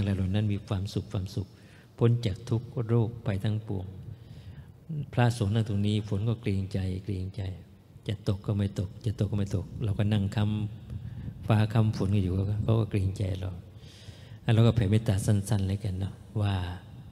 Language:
Thai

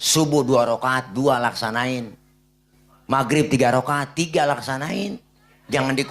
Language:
Betawi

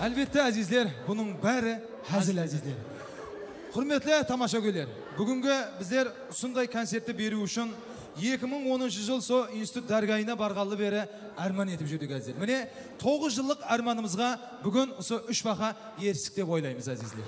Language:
Kara-Kalpak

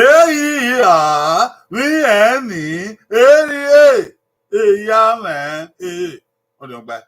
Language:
Bini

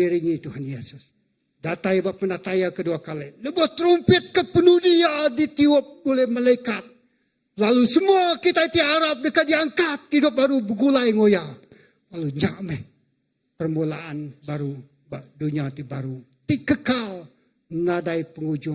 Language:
Iban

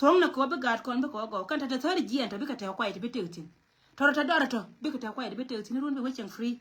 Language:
Nuer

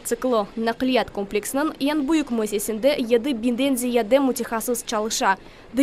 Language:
Crimean Tatar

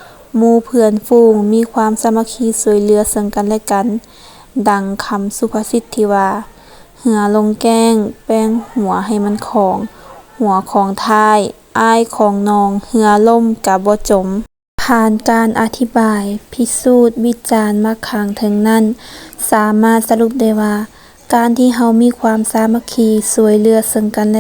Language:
Lao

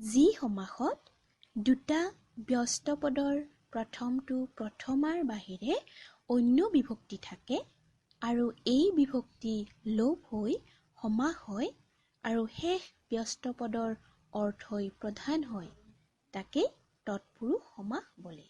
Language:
Assamese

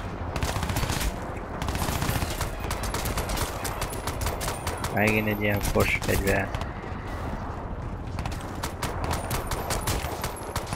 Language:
Hungarian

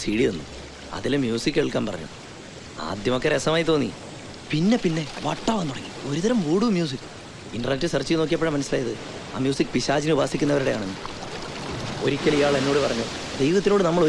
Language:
Malayalam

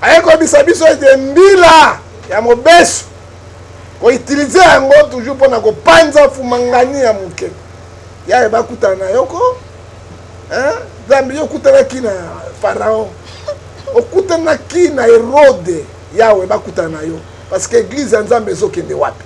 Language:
Lingala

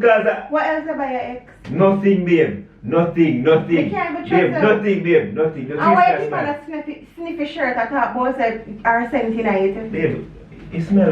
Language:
Jamaican Creole English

